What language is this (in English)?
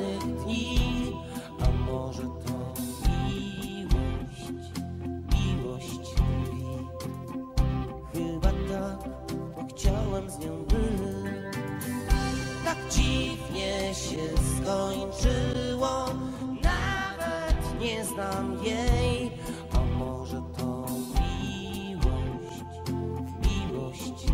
Polish